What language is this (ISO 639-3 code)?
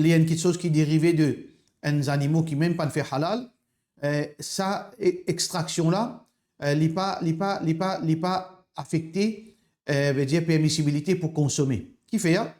mfe